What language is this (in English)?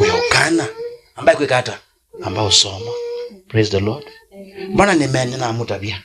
Kamba